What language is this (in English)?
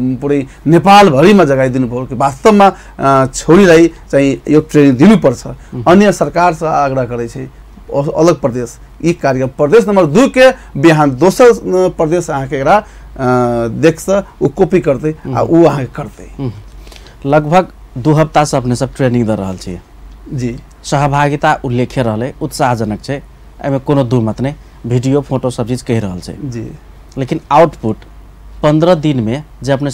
Maithili